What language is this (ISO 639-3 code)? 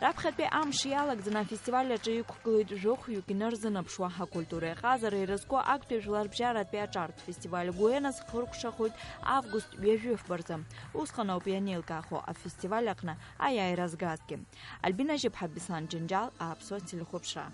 abk